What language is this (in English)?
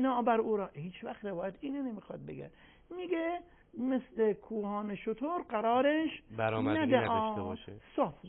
Persian